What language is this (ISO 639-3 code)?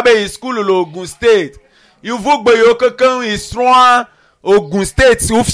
ewe